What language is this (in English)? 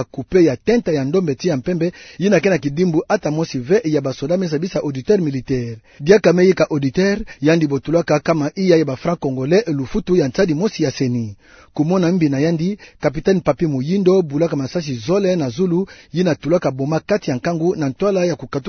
Kituba (Democratic Republic of Congo)